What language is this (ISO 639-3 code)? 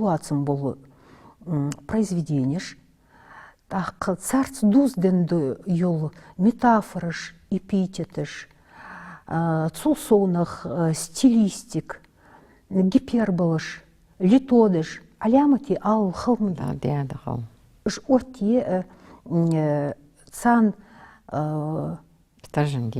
inh